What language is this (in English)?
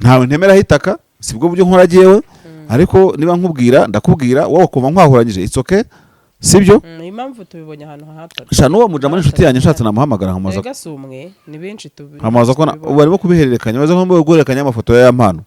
Kinyarwanda